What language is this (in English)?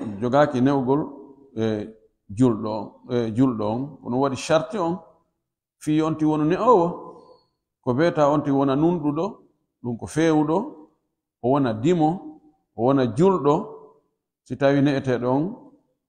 Pular